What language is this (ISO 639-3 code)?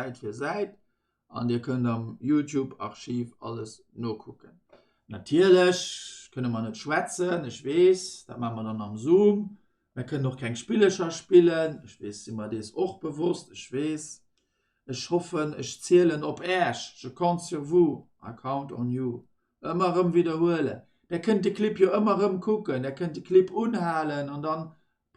ltz